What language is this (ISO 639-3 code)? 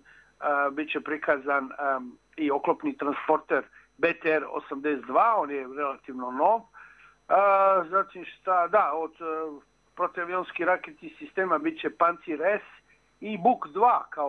srp